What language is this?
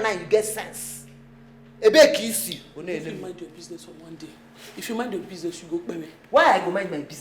Nigerian Pidgin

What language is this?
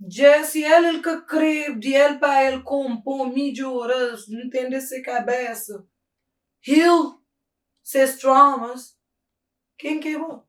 Kabuverdianu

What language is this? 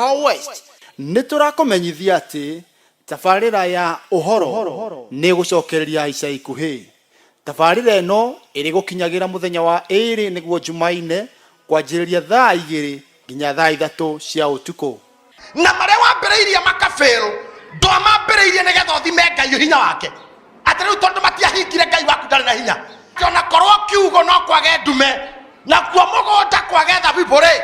Kikuyu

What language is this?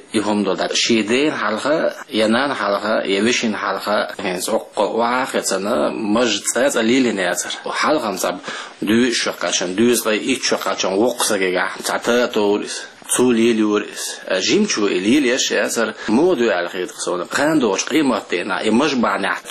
Chechen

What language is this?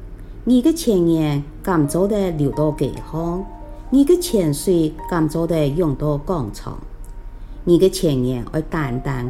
Hakka Chinese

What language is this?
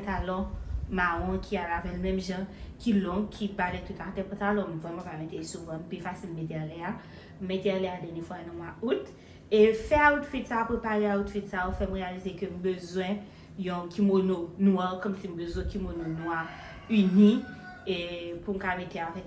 Haitian Creole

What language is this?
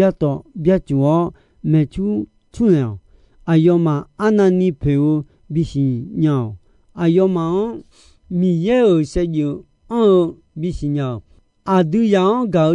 Akha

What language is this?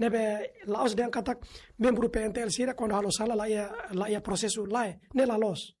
Tetum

